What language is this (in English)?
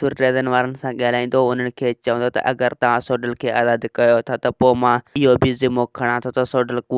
Sindhi